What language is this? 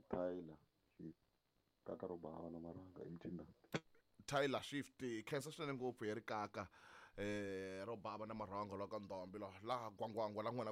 Tsonga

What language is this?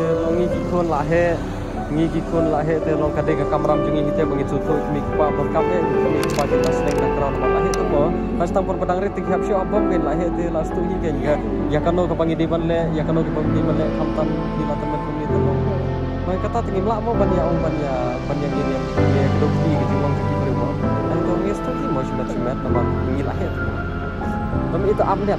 Khasi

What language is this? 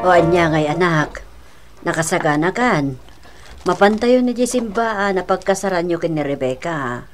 Iloko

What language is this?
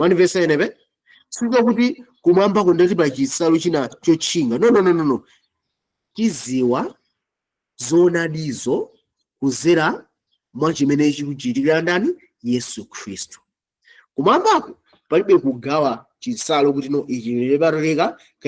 Nyanja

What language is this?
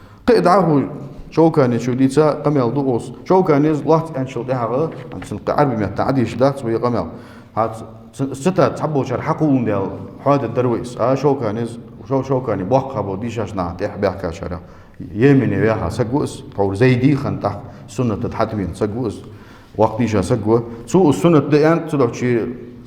Ingush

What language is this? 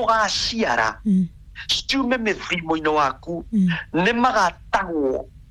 Kikuyu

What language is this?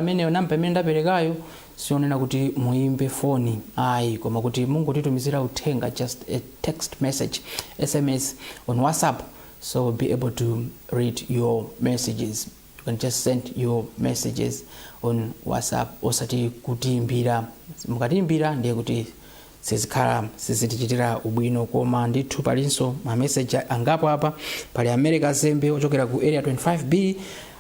Nyanja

